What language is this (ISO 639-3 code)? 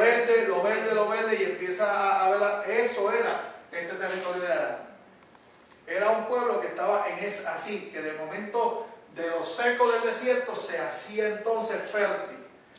spa